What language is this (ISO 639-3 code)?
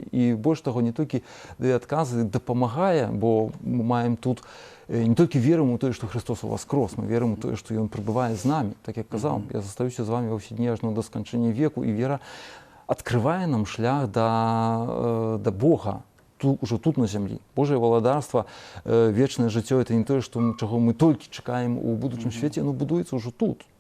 bel